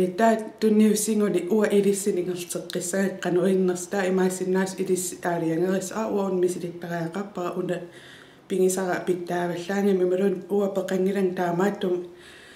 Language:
Kalaallisut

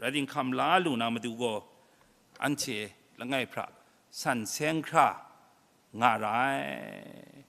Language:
Kachin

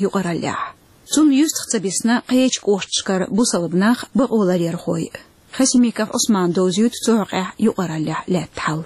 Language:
Chechen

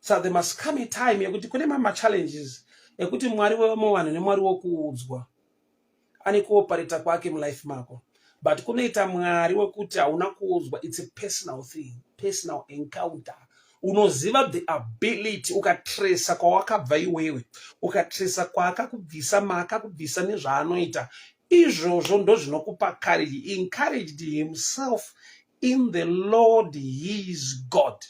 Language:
Shona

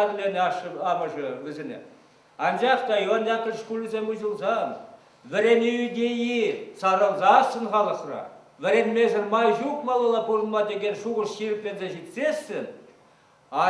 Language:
Chuvash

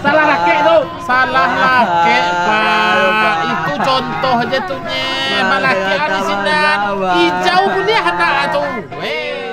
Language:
Minangkabau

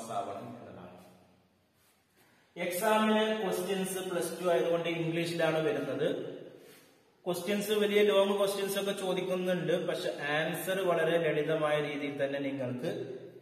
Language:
Malayalam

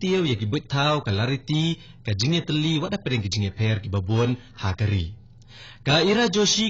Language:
Khasi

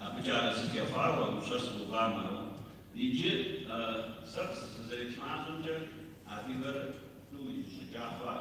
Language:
Kabardian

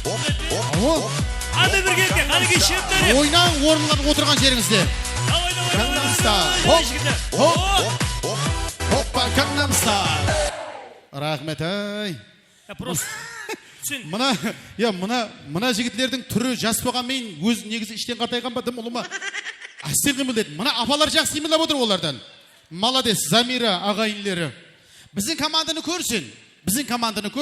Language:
Kara-Kalpak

